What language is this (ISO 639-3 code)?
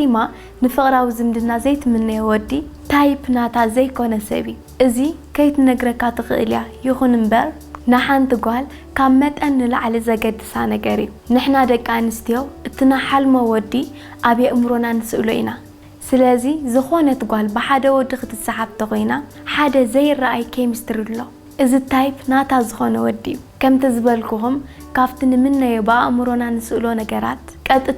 tir